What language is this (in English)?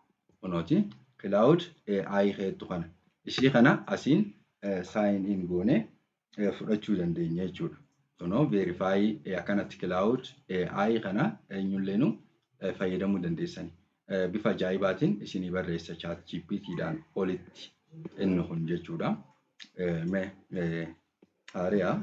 Oromo